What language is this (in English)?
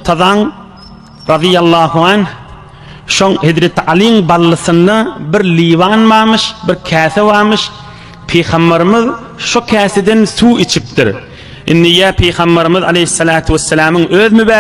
Turkmen